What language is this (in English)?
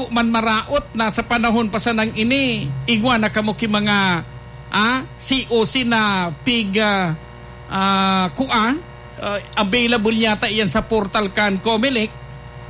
Bikol